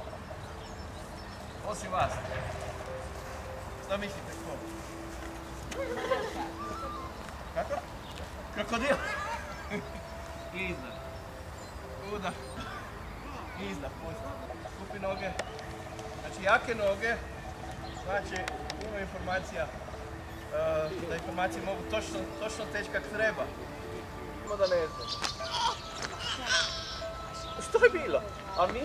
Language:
Croatian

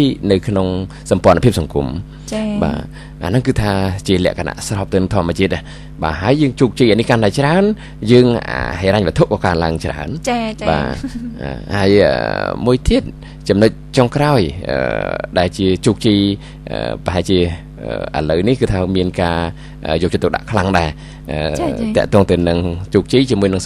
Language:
Khmer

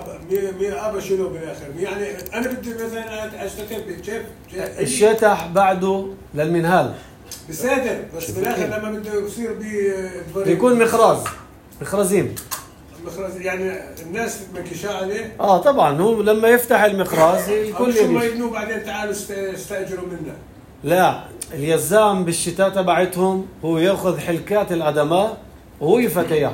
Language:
North Levantine Arabic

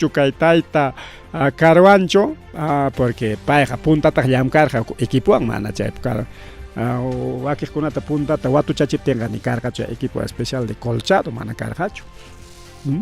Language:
Ayacucho Quechua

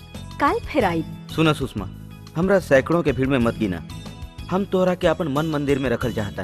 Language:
Bhojpuri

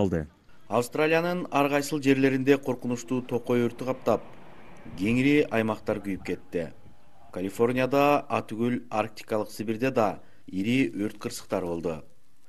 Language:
Kyrgyz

